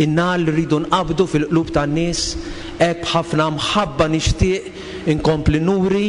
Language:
Maltese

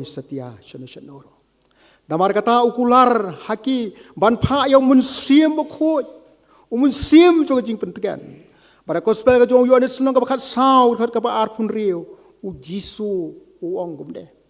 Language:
Khasi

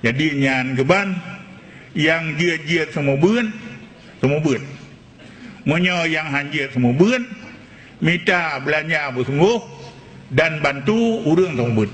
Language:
Achinese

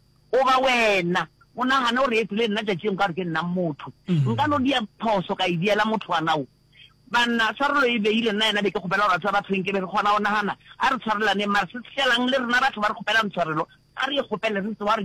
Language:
Northern Sotho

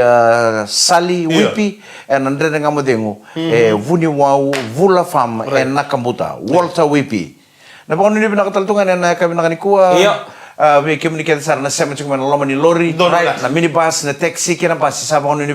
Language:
Fijian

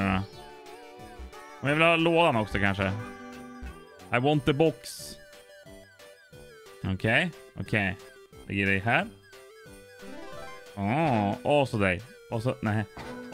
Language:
Swedish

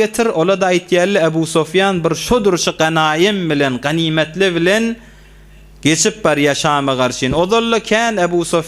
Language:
Turkmen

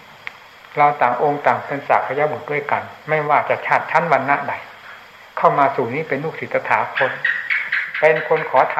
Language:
Thai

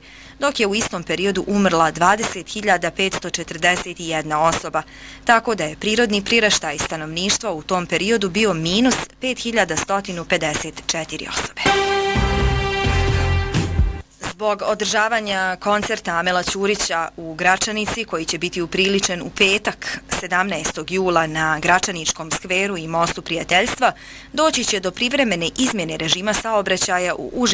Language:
Bosnian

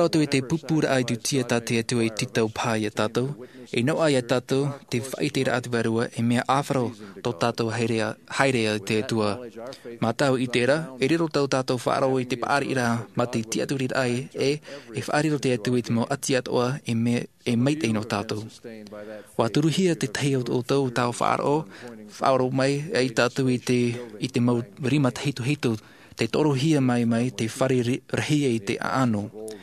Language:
Tahitian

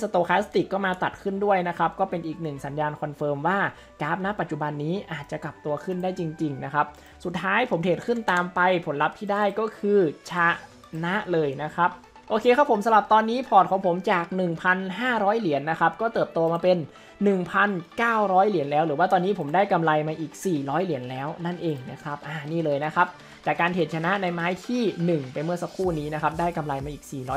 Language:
Thai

